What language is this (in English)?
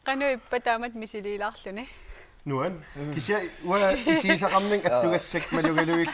Kalaallisut